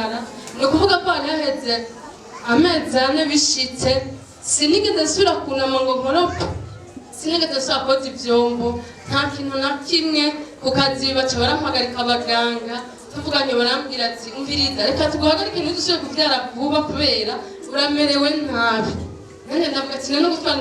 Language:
Rundi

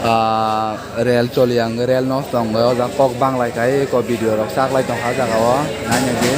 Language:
Kok Borok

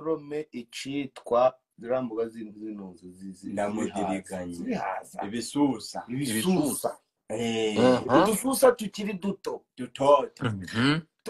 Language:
Kinyarwanda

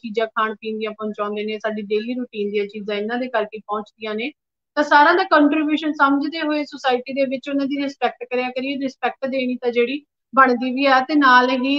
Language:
Punjabi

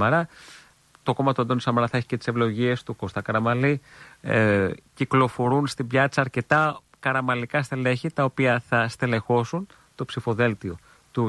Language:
Greek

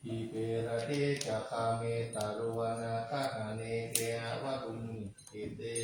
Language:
Pali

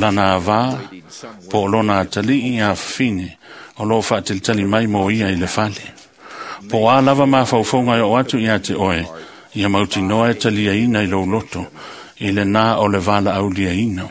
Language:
Samoan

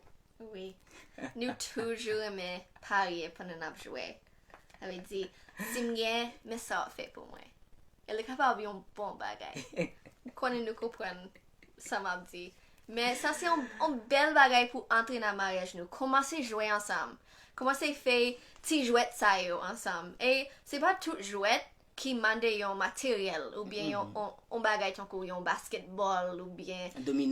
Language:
Haitian Creole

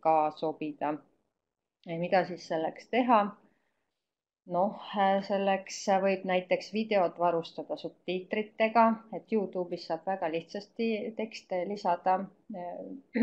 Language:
Estonian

